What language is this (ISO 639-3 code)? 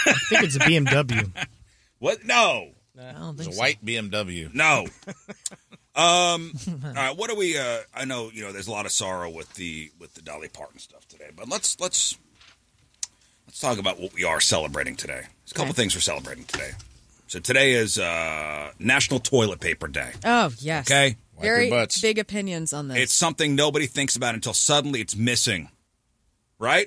eng